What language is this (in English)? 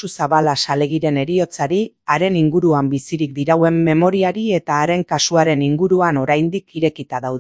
Basque